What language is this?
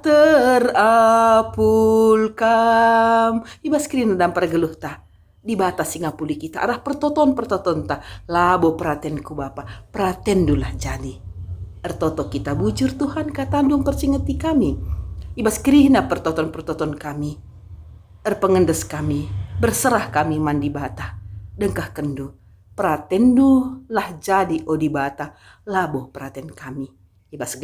Batak Karo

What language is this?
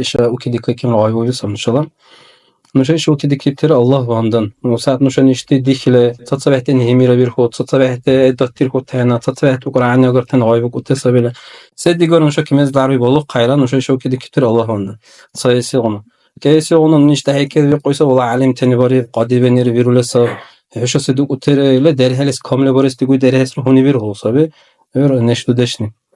Dargwa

